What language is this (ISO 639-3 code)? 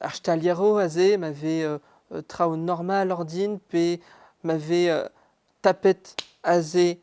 bre